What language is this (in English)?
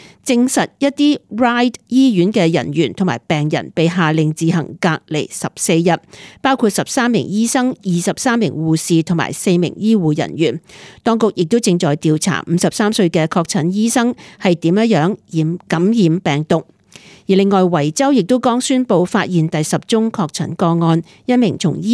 Cantonese